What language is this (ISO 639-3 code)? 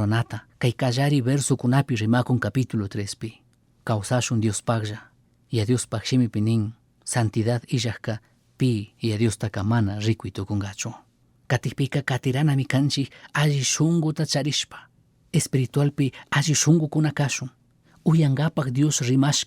qug